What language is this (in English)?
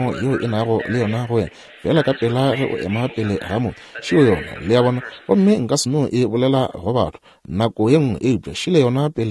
Northern Sotho